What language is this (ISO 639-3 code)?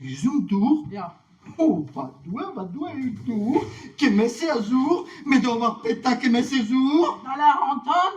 bre